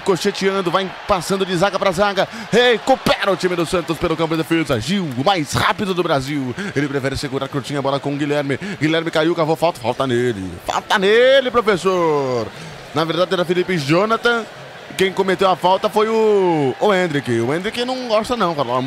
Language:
Portuguese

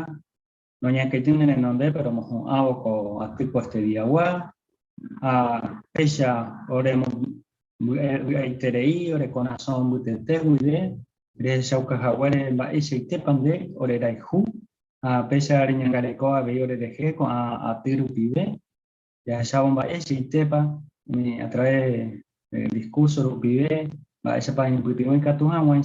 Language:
Guarani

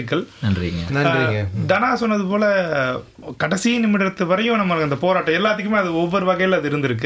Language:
Tamil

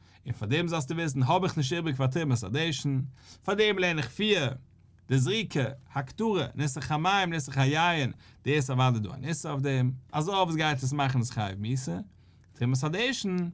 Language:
Yiddish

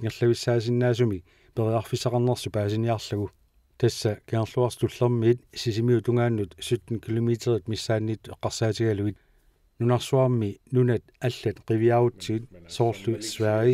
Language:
Kalaallisut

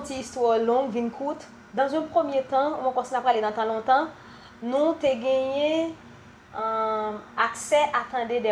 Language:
Haitian Creole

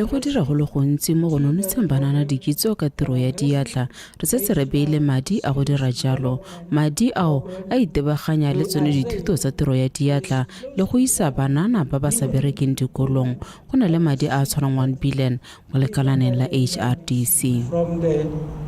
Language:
Tswana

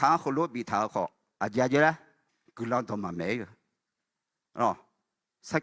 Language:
Akha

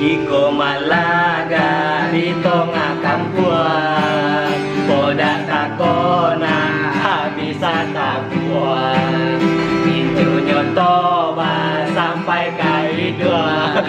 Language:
Minangkabau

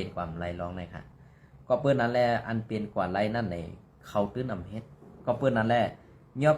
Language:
Shan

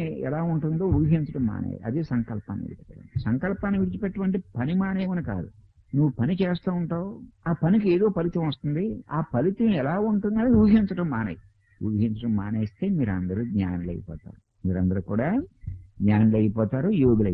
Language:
Telugu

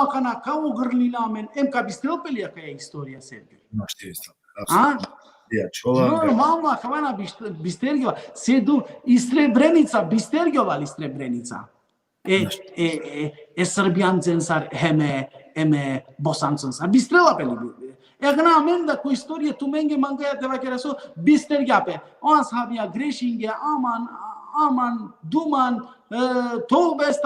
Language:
Balkan Romani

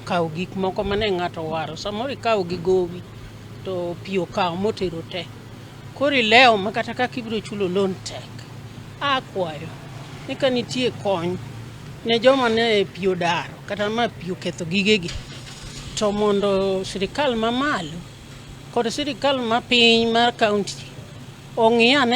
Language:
Luo (Kenya and Tanzania)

